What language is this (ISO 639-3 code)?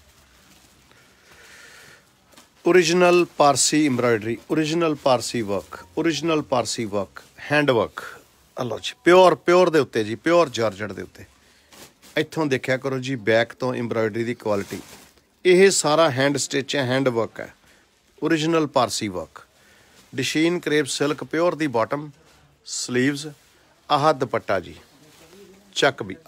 pan